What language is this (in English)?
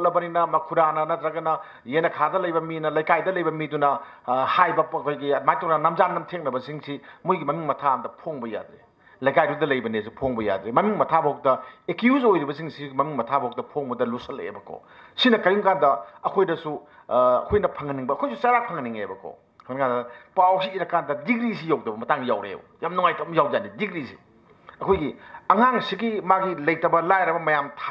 Manipuri